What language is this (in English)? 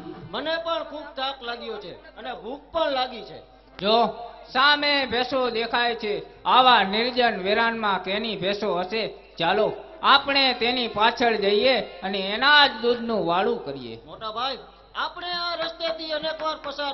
Gujarati